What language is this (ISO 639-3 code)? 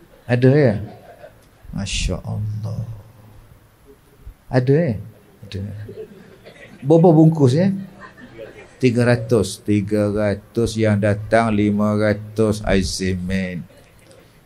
msa